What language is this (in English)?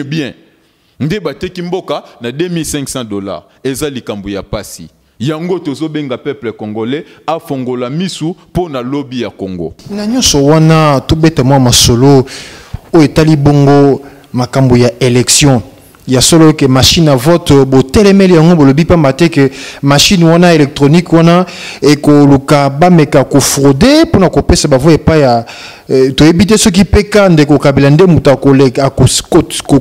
Lingala